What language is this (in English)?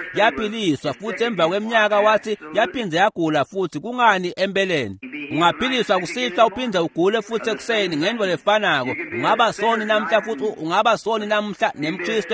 Swati